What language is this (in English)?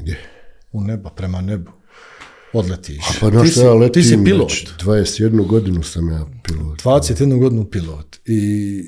Bosnian